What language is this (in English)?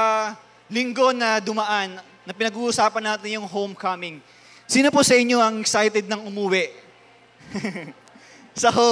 Filipino